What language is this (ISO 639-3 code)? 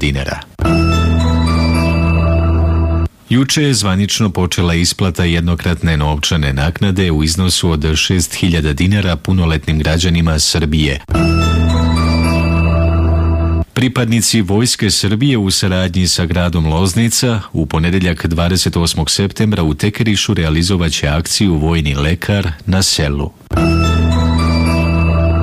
srp